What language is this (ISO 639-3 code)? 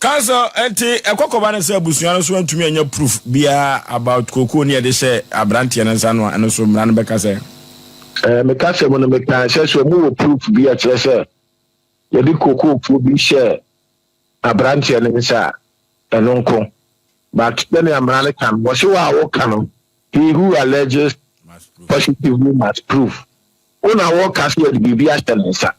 aka